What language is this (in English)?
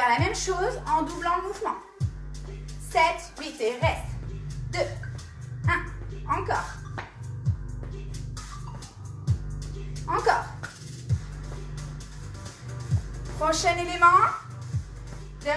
French